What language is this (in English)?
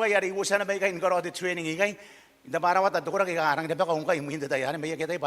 Gilbertese